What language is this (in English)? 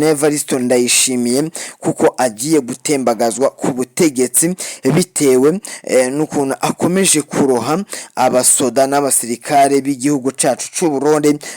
Rundi